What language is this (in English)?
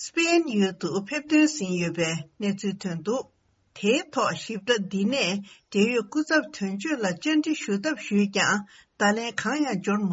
Tibetan